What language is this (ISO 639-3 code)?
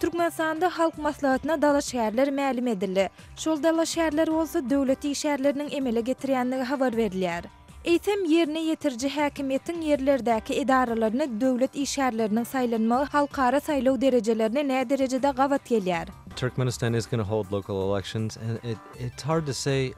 tuk